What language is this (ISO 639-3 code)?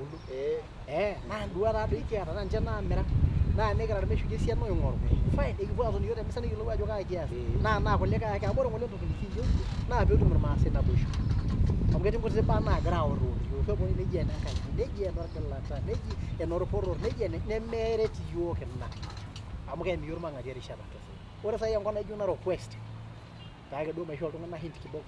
mas